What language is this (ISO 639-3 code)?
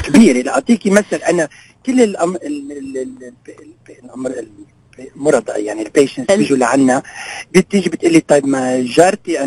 apc